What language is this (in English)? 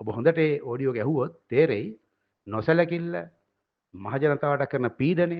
Sinhala